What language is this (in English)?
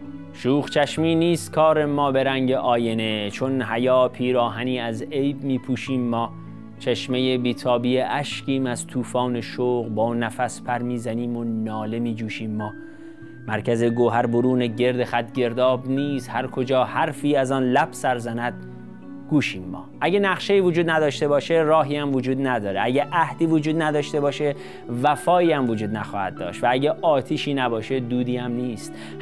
Persian